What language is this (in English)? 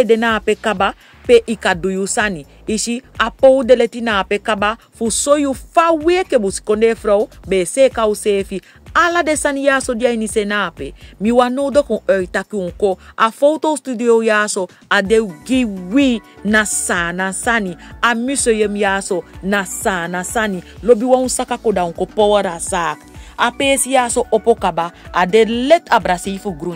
Saramaccan